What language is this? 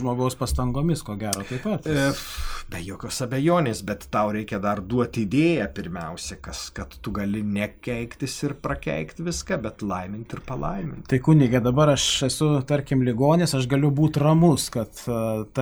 Lithuanian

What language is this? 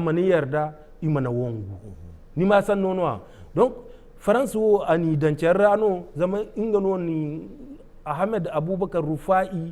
Zarma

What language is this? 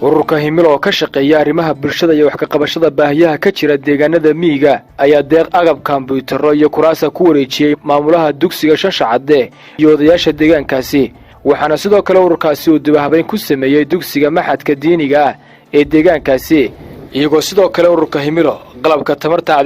Somali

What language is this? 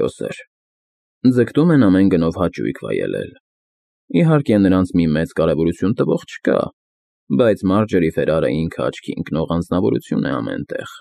Armenian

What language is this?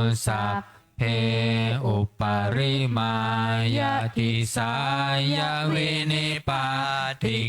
Pali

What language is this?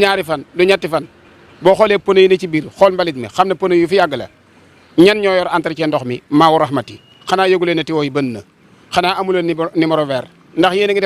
Wolof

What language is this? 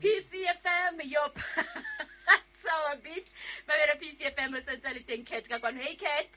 Southern Sotho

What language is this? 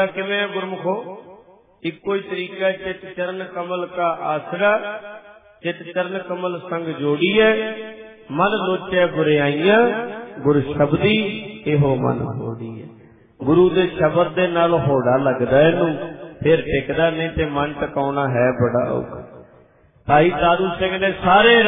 Punjabi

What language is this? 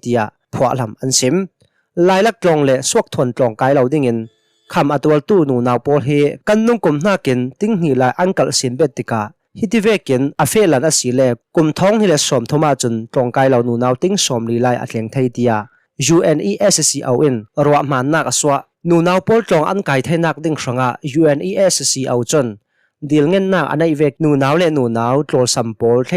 Hakha Chin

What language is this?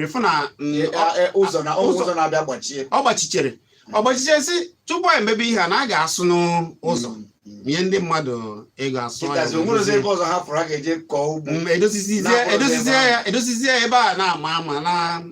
Igbo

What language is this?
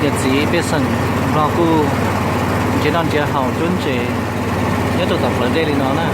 Hmong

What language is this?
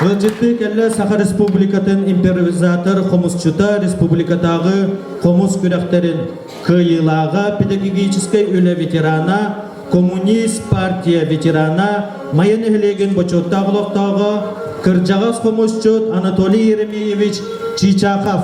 Yakut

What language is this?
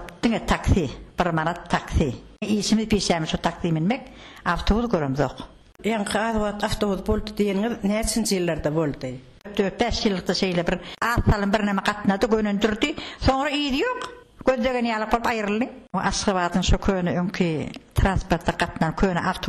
Turkmen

